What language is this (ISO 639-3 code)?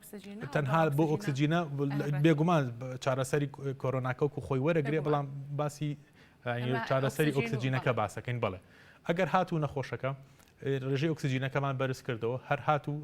ckb